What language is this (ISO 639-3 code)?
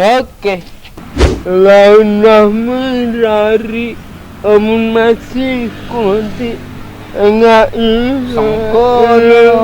sas